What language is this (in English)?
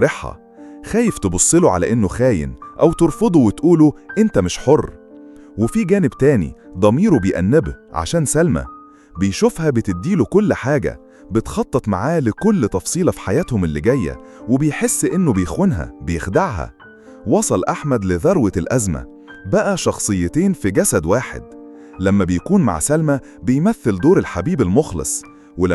Egyptian Arabic